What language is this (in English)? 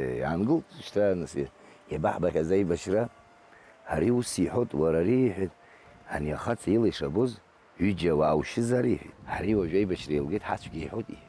Abkhazian